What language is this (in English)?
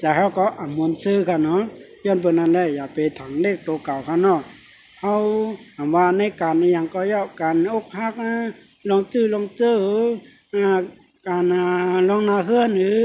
Shan